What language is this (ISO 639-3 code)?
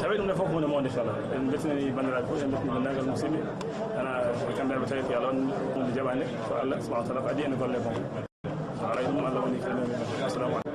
ful